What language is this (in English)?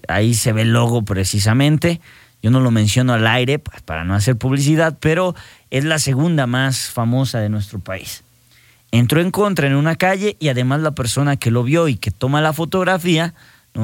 Spanish